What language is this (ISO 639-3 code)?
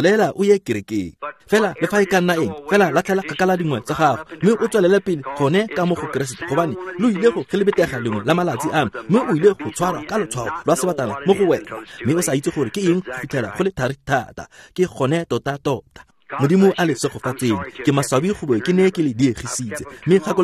tsn